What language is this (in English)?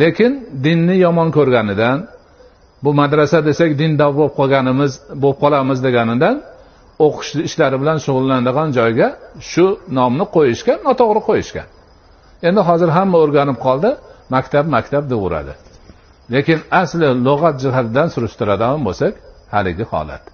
Uzbek